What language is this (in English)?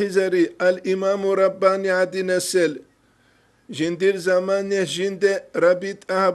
Avaric